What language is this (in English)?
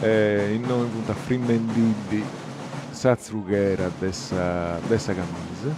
Sardinian